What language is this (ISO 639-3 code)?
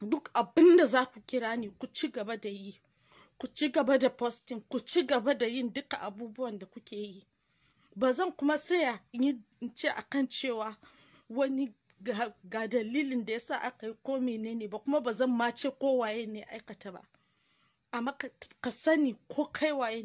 hau